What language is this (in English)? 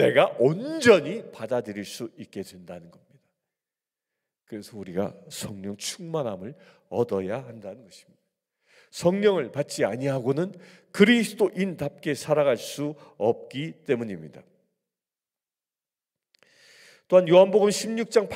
Korean